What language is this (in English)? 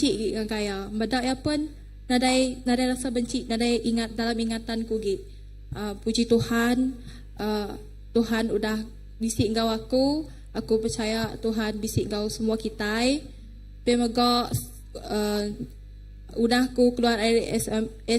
Iban